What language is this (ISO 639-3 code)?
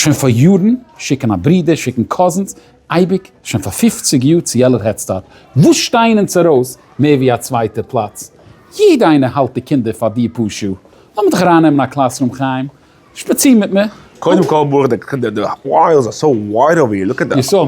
yid